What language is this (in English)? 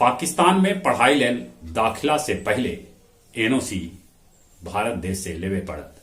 Magahi